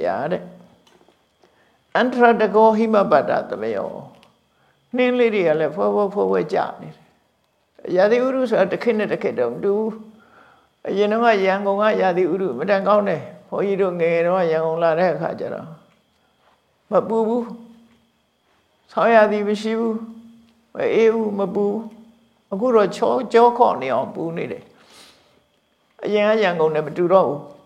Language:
Burmese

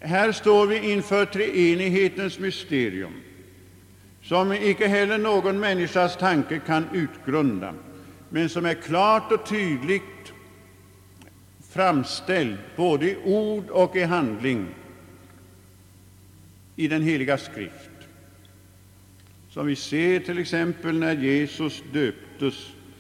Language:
Swedish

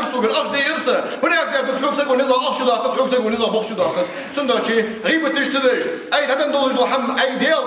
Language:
Ingush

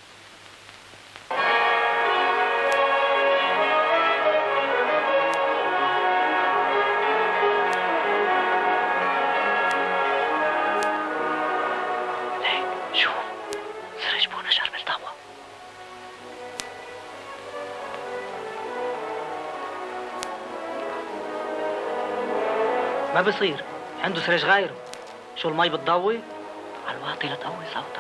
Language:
North Levantine Arabic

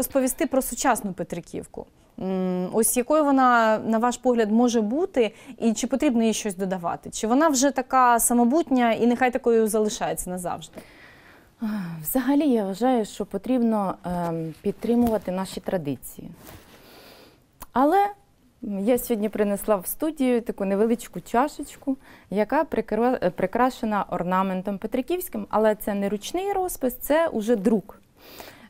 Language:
Ukrainian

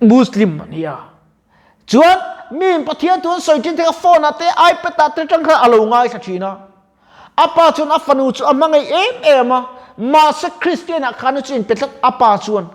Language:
Mizo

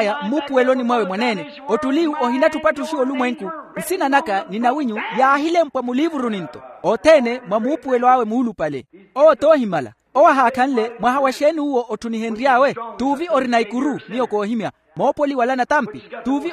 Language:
Makhuwa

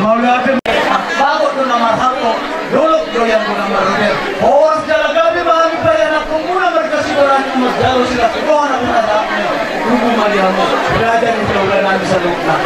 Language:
Batak Toba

